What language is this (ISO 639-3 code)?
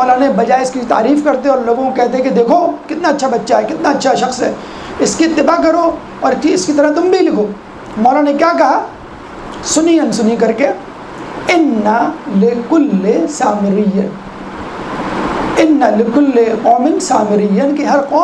urd